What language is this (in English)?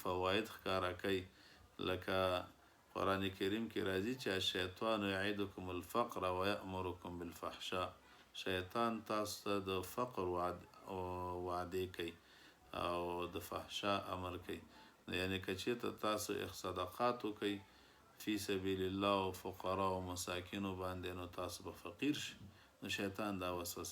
Pashto